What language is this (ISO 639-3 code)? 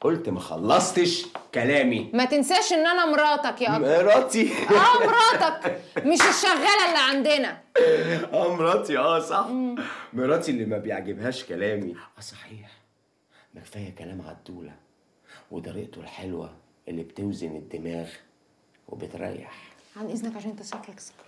arz